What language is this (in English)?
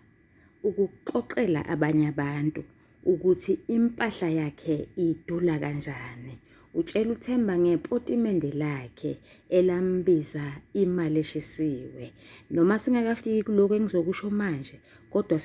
Zulu